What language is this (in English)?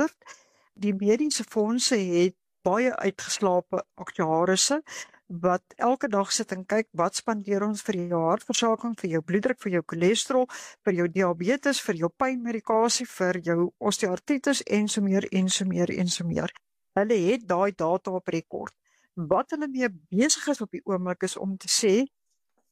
Afrikaans